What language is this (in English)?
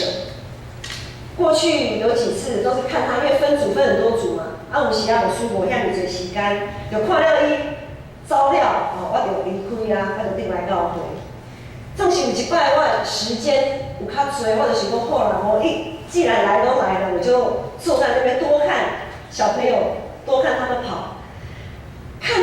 Min Nan Chinese